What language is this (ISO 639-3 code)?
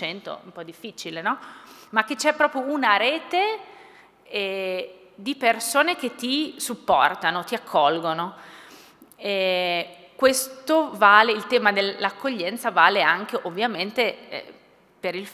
ita